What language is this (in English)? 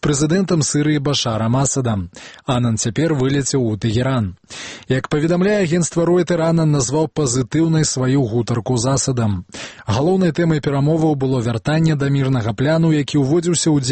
Belarusian